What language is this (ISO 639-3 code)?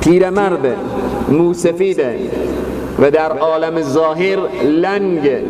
fas